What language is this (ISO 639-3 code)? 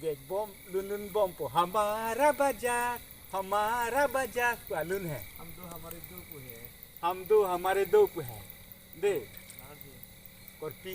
mjw